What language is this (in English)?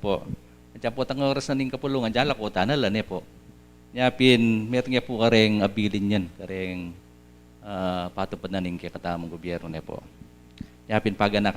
Pampanga